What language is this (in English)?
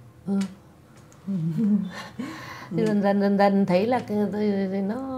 Vietnamese